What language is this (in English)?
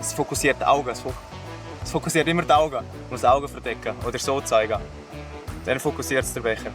Swiss German